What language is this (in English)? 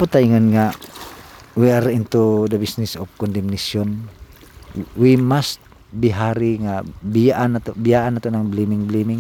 Cebuano